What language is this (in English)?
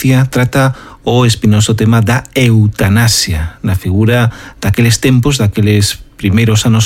Galician